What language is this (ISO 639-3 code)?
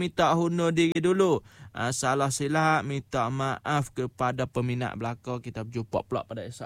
msa